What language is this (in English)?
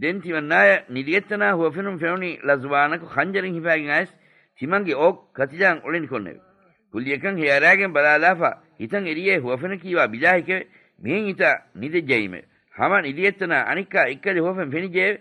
Divehi